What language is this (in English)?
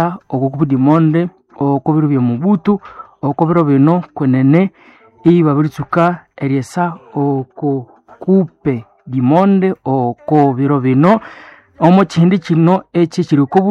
Nande